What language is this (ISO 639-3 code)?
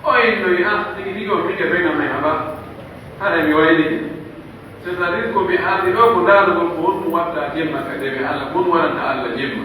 fuf